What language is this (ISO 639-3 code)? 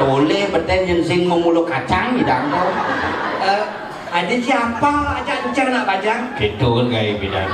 ban